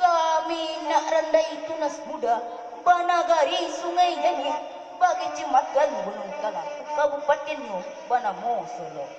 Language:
Minangkabau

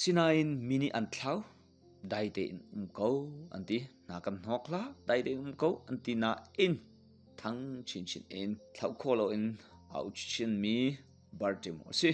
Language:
Hakha Chin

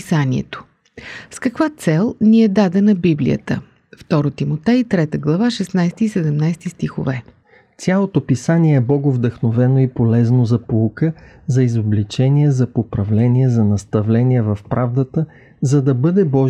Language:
Bulgarian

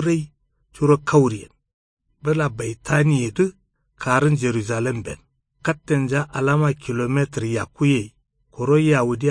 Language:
Kanuri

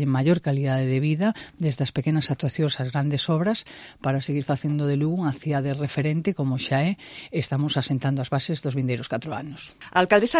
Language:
Galician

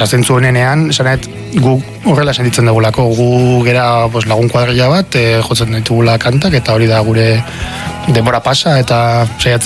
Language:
Basque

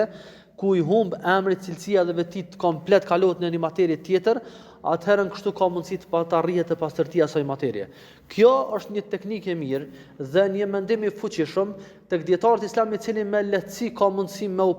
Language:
Albanian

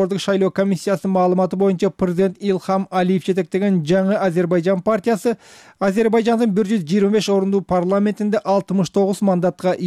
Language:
Kyrgyz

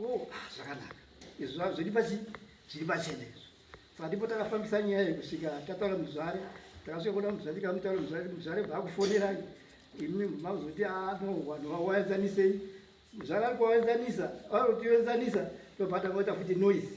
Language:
Shona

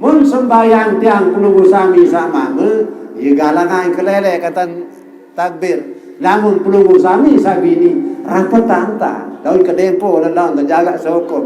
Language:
Sasak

